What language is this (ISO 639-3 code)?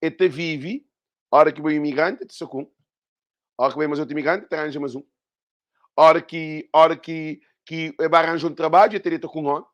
kea